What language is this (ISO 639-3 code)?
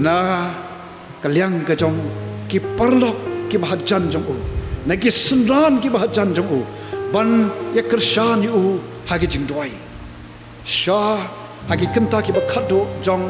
kha